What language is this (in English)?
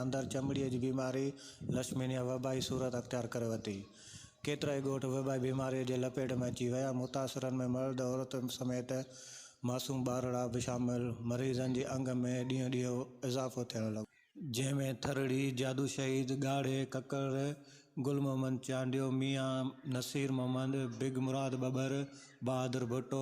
Sindhi